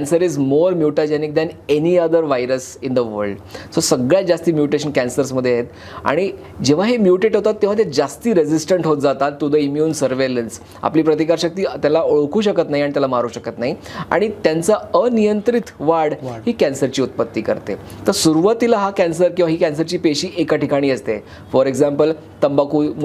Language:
Marathi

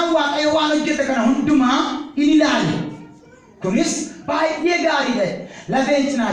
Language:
Oromo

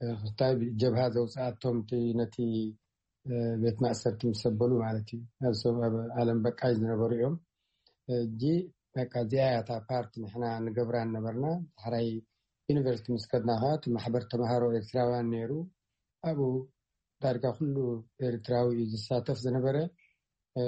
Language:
Tigrinya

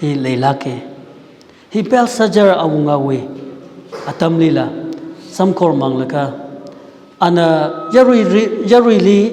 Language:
Tangkhul Naga (India)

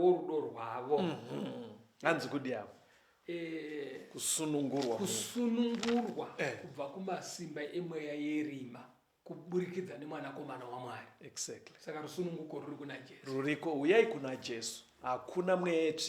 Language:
Shona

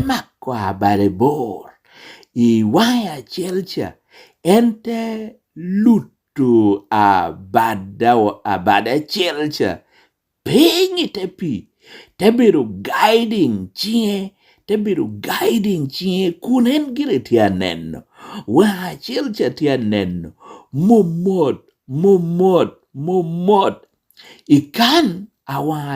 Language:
Lango (Uganda)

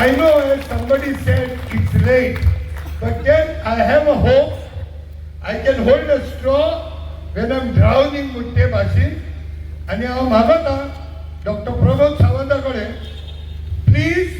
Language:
Konkani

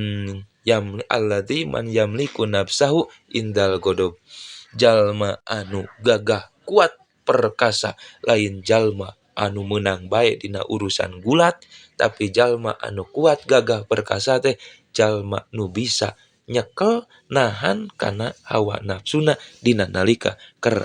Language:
Sundanese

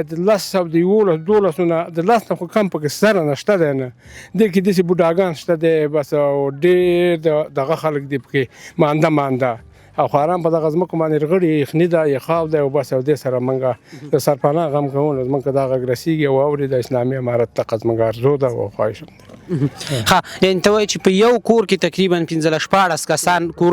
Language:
Pashto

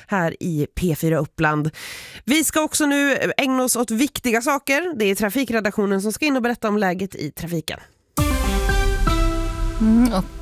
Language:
Swedish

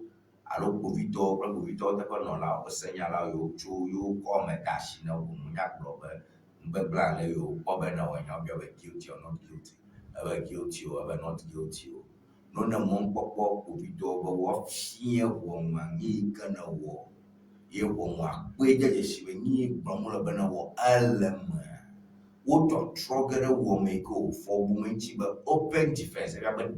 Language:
Ewe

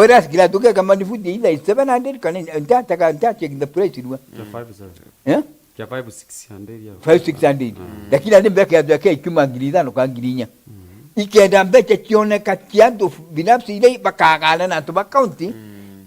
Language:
Meru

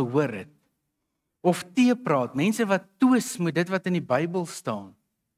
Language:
Afrikaans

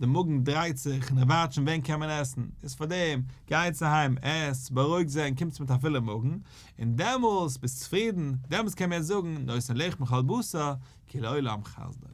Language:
Yiddish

